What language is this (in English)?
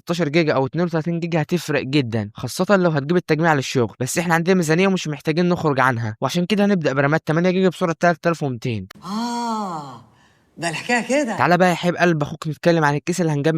Egyptian Arabic